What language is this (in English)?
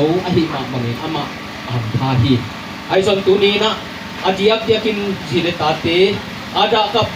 Tedim Chin